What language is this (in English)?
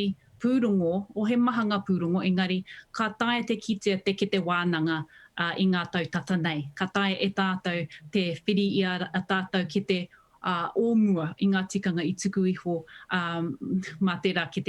Māori